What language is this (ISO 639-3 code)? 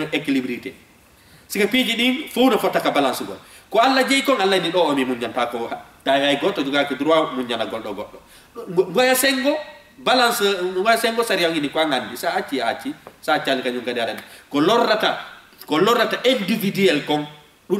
ful